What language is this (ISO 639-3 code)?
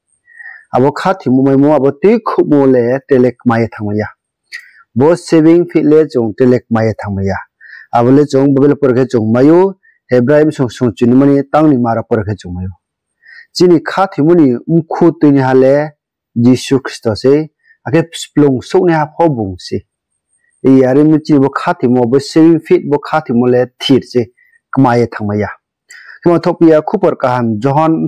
ria